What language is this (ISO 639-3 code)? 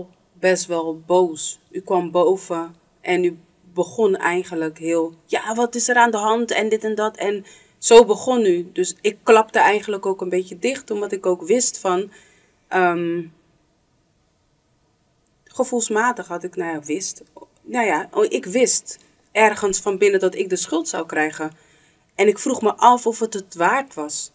nld